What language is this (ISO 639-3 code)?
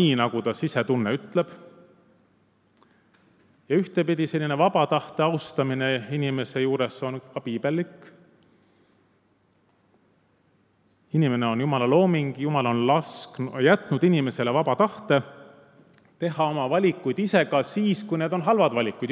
est